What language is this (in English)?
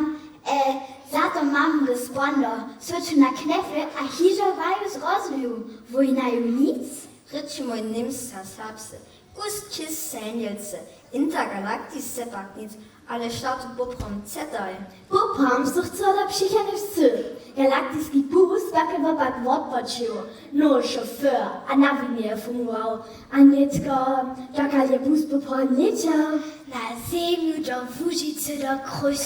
Upper Sorbian